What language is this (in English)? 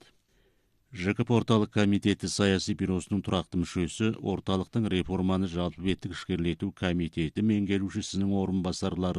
Kazakh